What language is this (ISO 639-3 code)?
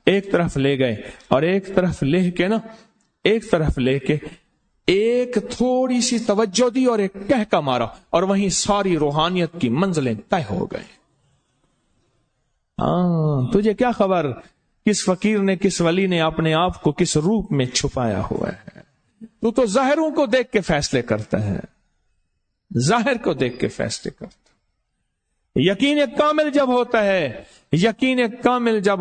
urd